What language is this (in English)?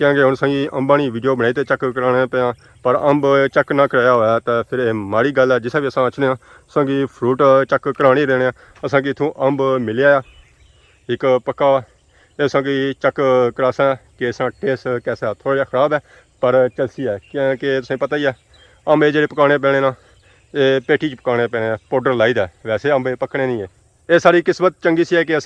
Pahari-Potwari